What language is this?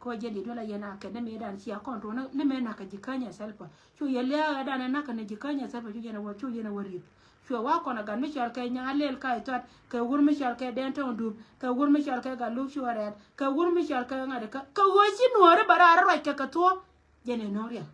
Nuer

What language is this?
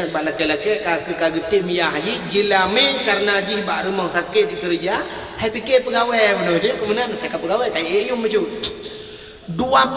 Achinese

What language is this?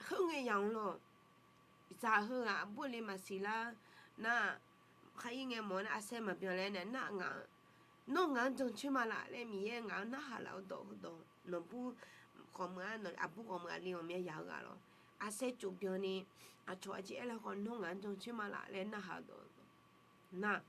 Akha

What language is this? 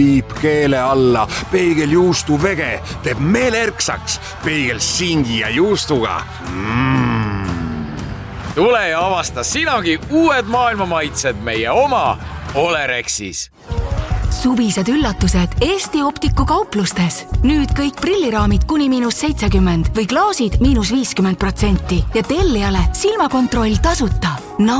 Estonian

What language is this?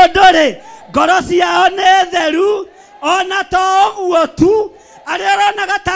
Kikuyu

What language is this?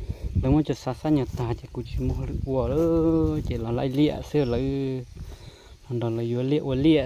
Hmong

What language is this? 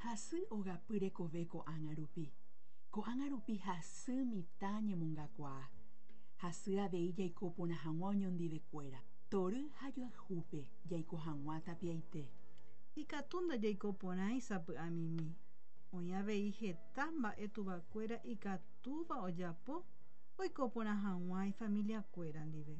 Guarani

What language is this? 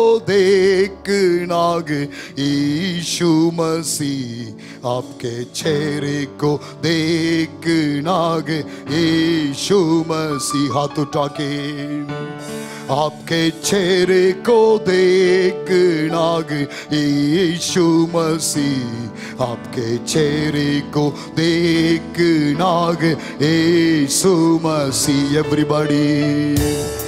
Hindi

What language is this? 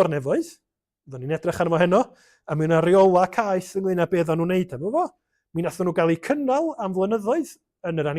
Welsh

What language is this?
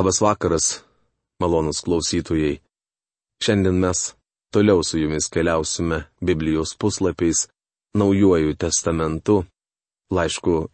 Lithuanian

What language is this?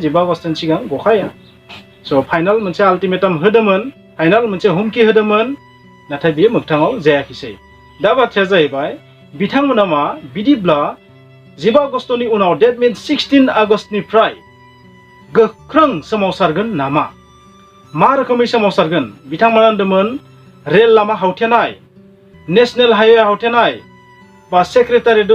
Bodo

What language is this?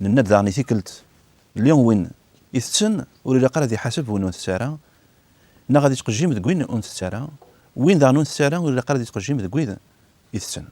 Kabyle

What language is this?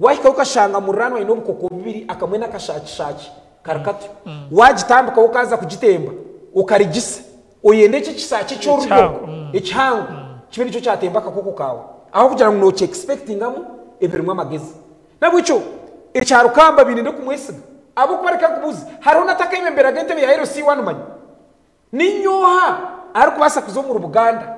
Nyankole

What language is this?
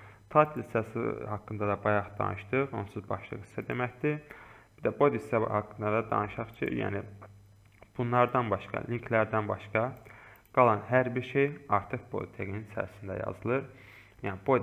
Azerbaijani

